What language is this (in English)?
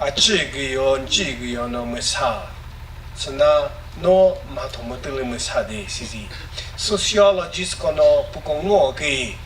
Chokri Naga